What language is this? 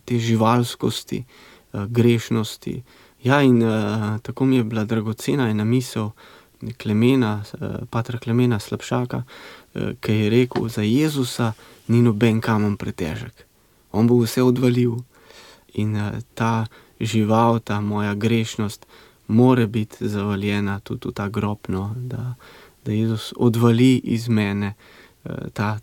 Slovenian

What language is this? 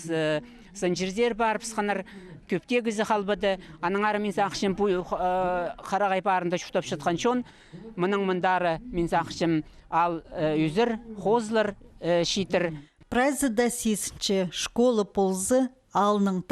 Khakas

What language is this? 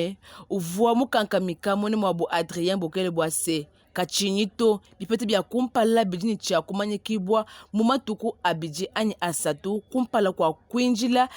Luba-Lulua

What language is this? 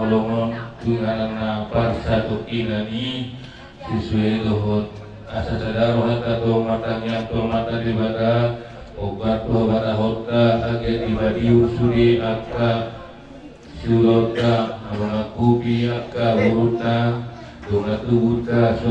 Batak Toba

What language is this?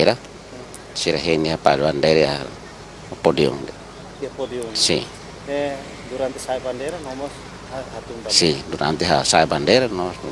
Tetum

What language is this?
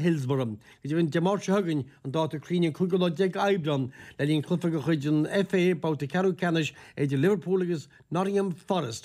Irish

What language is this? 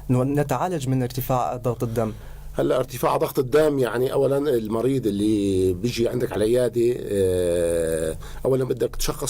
North Levantine Arabic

